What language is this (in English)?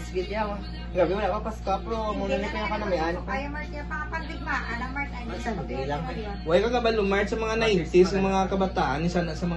Hiligaynon